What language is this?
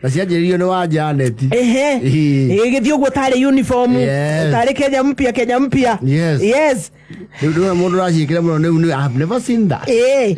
Kikuyu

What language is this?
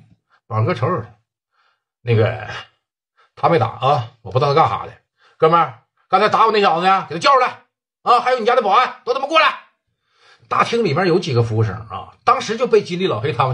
Chinese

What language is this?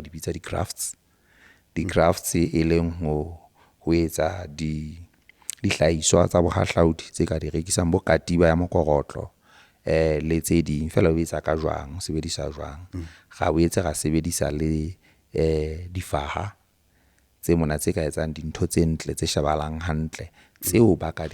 Southern Sotho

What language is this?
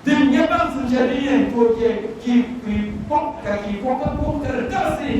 Dagbani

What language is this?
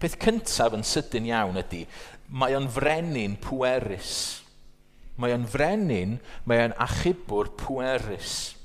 Welsh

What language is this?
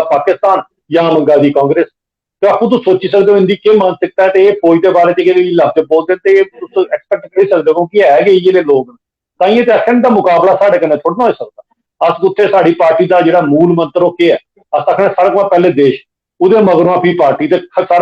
Dogri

